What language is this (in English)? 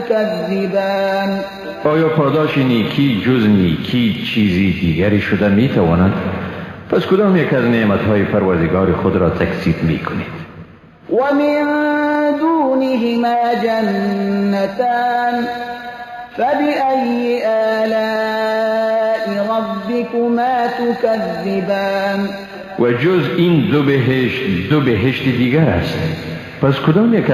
Persian